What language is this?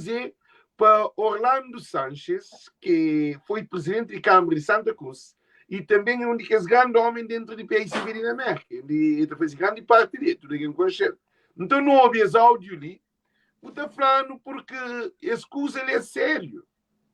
Kabuverdianu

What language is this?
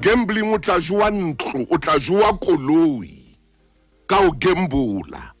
Southern Sotho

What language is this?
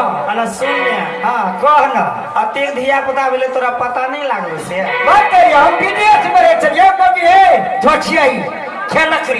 Maithili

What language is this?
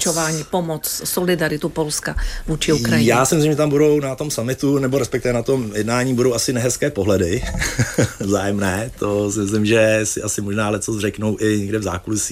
Czech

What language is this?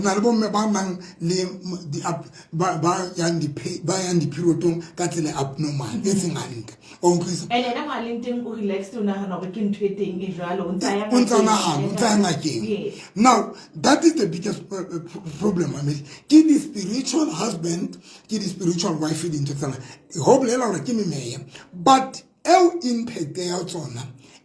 Southern Sotho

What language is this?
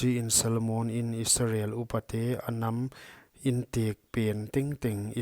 Paite Chin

